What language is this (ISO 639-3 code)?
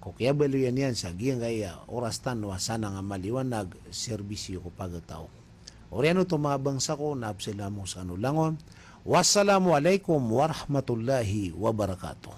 mrw